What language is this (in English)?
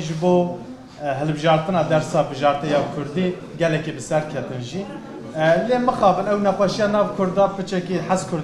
Kurdish